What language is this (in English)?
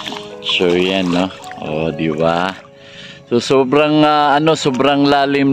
Maranao